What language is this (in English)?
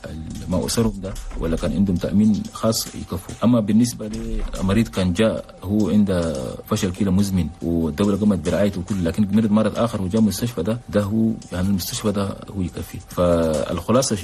Chadian Arabic